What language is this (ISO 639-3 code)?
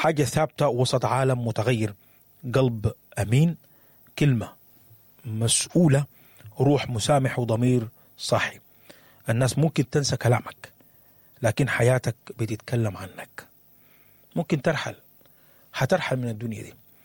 apd